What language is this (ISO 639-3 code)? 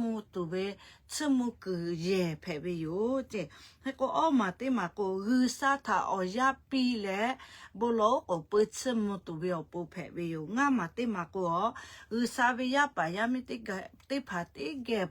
lhu